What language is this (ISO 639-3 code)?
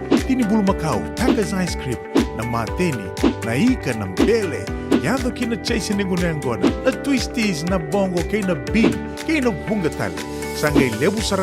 fij